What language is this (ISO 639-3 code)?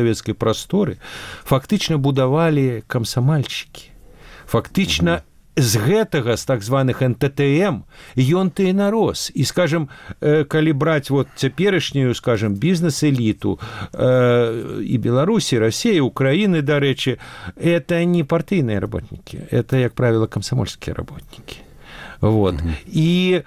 bel